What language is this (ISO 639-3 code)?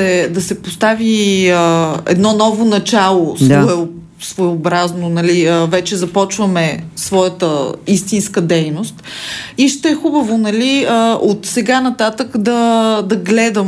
bul